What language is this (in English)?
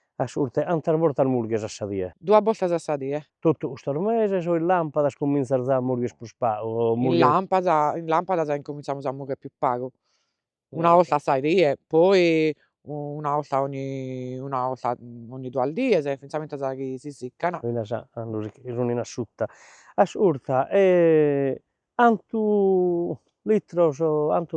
Sardinian